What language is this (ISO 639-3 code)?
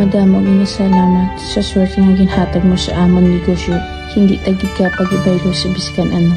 hil